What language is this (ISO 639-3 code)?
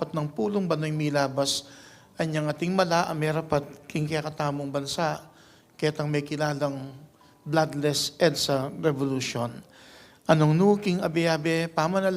pam